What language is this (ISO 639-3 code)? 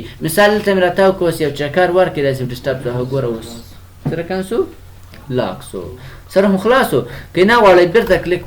pus